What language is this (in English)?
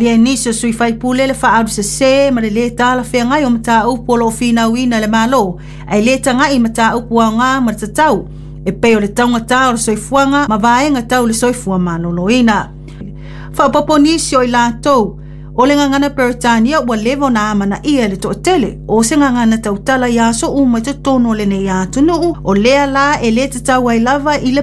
Samoan